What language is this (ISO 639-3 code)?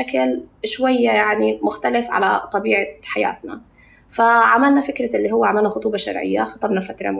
apc